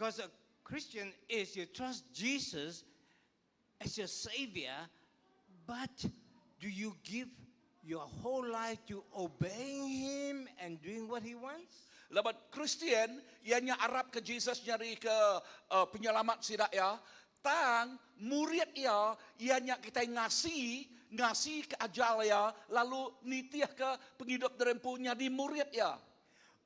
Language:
Iban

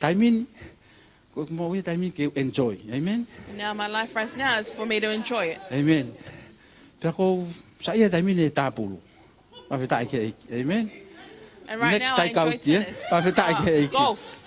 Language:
Tongan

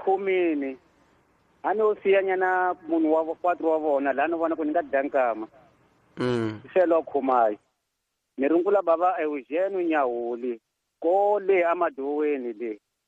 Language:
Tsonga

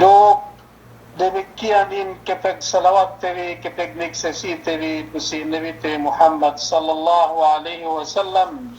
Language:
Yakan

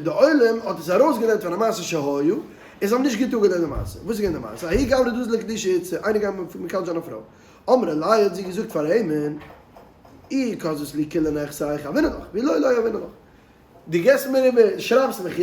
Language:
Yiddish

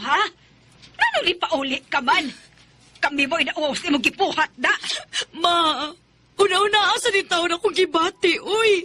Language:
Cebuano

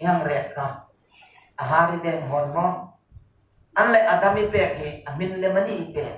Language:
Hmar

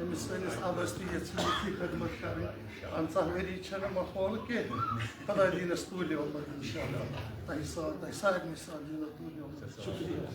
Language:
Kashmiri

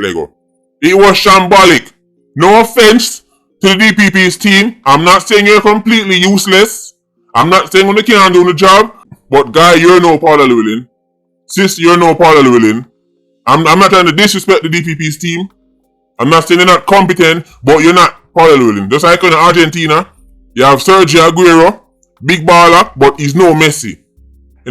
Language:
Jamaican Creole English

